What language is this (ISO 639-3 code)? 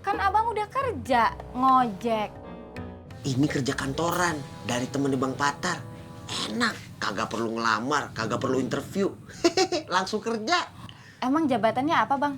bew